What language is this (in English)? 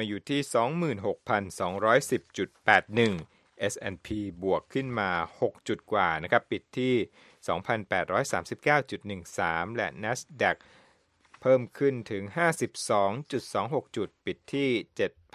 Thai